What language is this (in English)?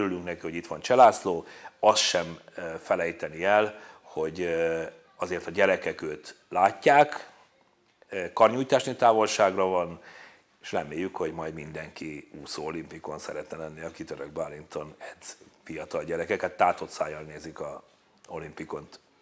Hungarian